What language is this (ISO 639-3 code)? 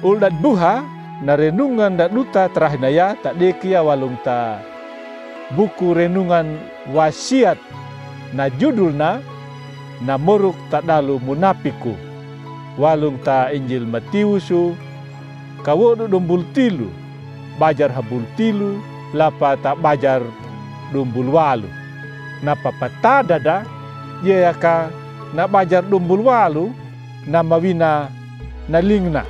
akg